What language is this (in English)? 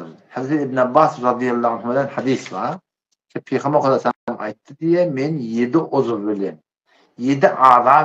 Turkmen